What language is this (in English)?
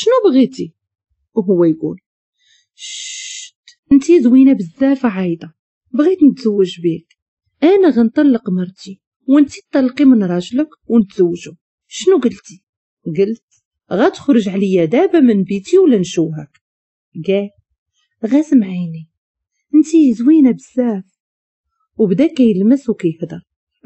Moroccan Arabic